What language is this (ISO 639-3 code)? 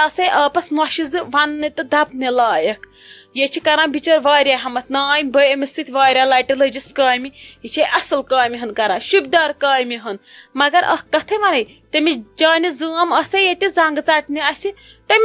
kas